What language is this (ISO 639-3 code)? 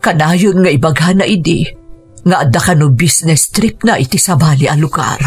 ilo